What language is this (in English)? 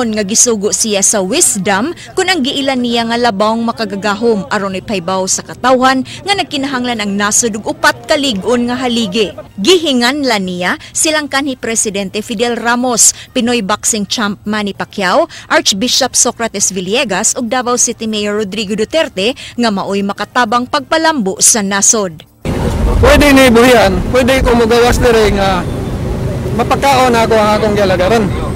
Cebuano